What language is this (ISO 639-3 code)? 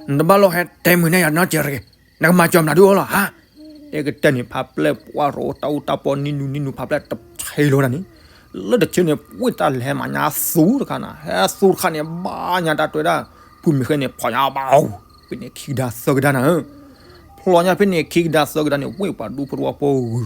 ksw